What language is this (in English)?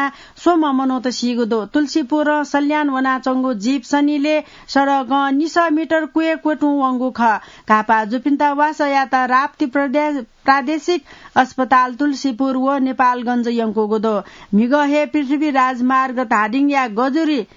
Newari